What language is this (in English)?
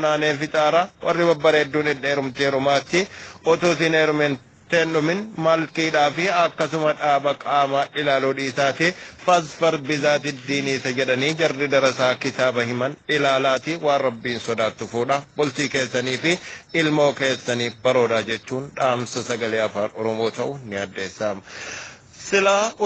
Oromo